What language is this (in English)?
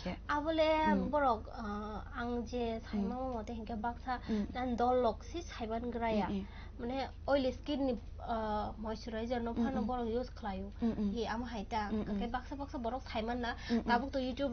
Kok Borok